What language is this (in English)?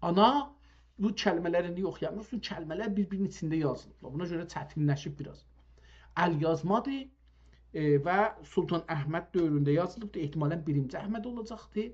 South Azerbaijani